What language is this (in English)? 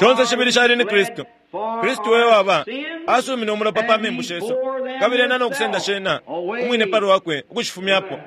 Bemba